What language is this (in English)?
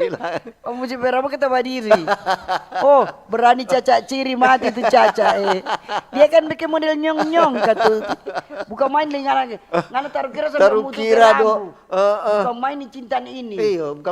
Manado Malay